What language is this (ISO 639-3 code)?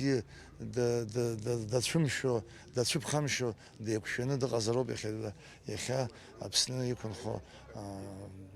abk